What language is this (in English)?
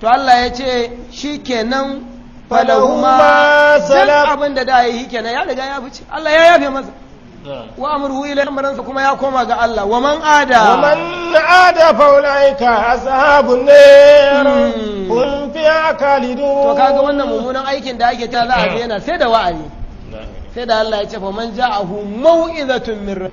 Hausa